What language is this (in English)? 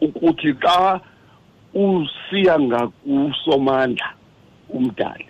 Xhosa